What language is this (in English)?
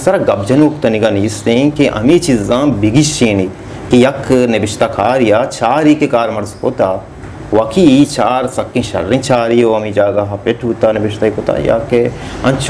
Baluchi